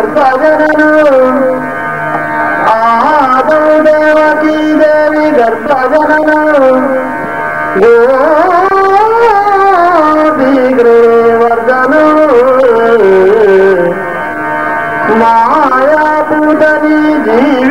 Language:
Kannada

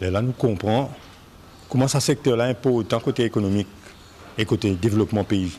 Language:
Morisyen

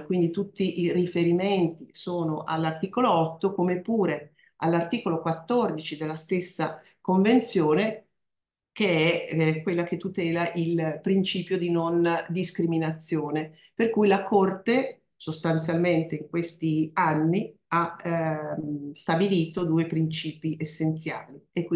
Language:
Italian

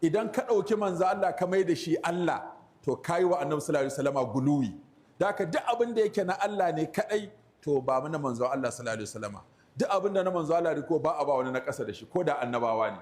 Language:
Hausa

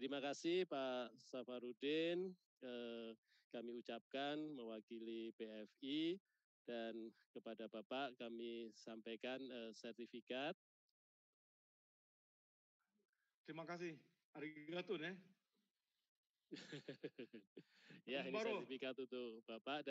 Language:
Indonesian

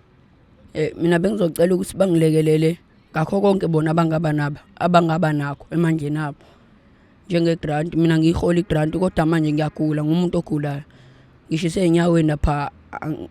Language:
Zulu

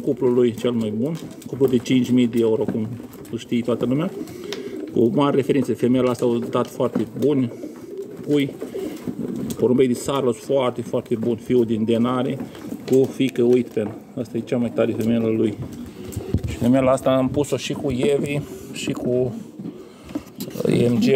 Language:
Romanian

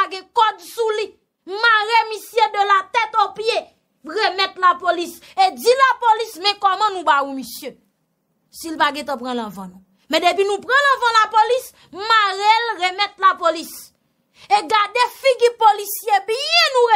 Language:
Haitian Creole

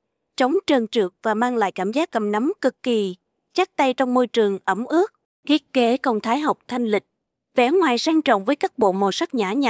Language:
Vietnamese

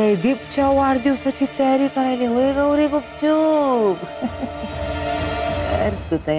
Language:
Marathi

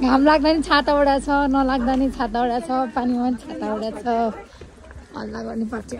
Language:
Nepali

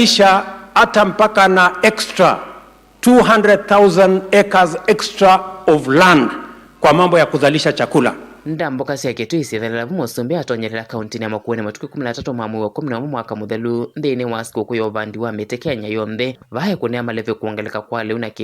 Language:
Kamba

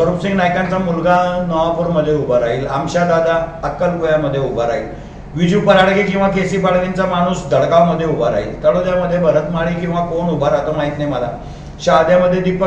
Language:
Marathi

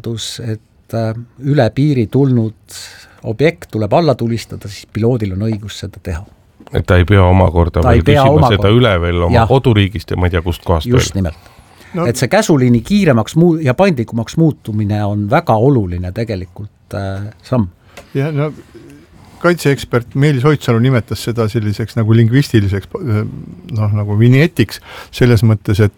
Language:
Estonian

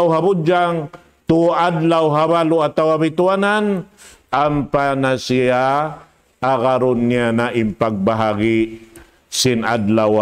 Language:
Tausug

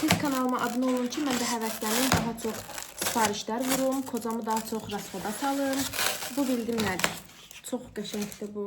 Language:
Azerbaijani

